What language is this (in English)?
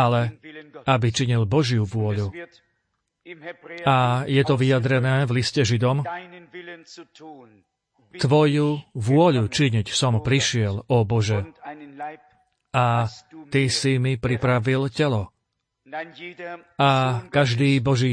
Slovak